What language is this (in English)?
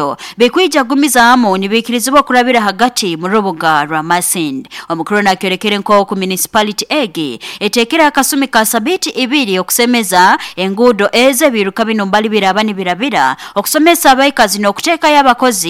Nyoro